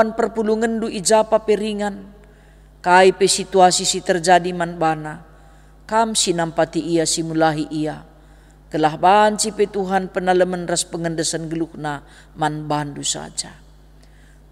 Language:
Batak Karo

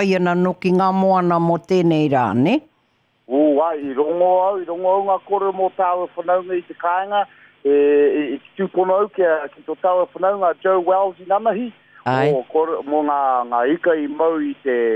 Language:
Māori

